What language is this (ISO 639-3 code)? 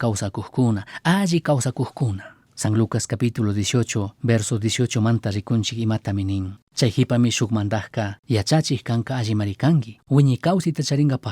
qug